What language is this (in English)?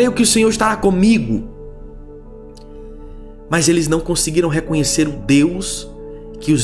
Portuguese